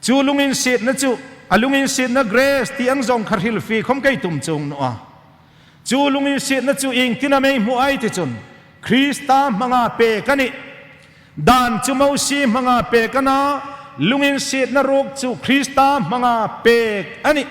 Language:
Hmar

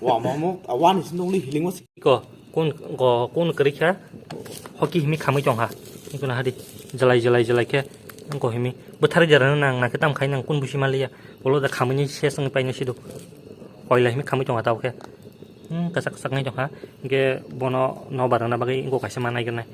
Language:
Kok Borok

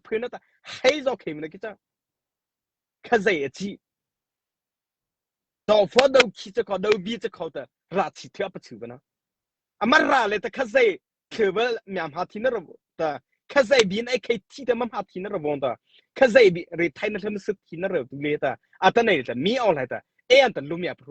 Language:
Mara Chin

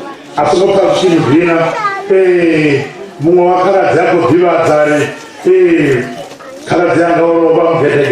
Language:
Venda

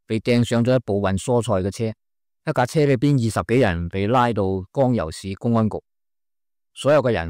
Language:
Cantonese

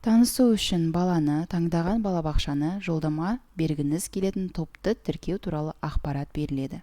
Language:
Kazakh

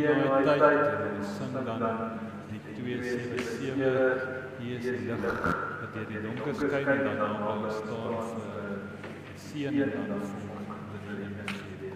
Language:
Afrikaans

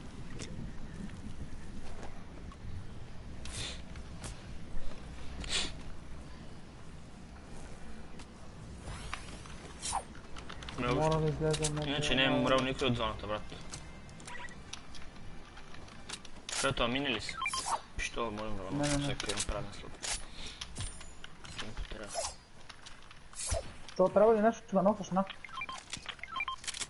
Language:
Bulgarian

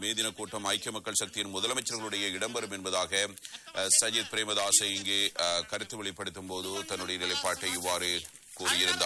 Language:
Tamil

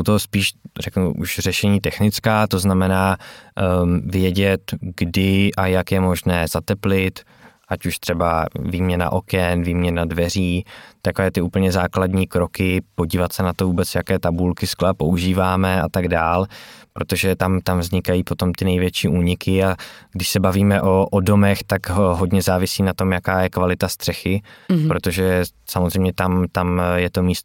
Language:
Czech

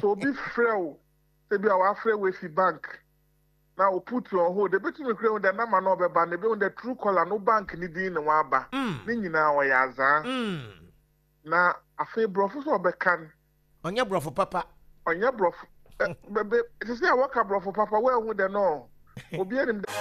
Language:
Akan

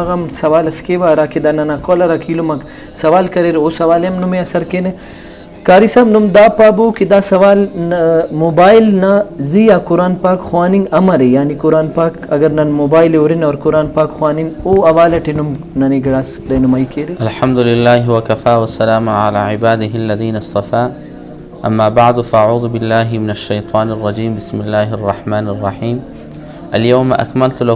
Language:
Brahui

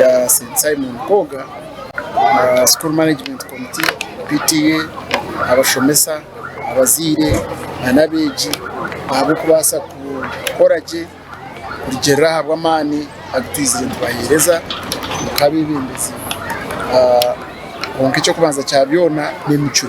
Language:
Nyankole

